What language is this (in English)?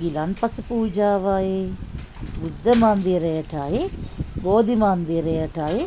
Sinhala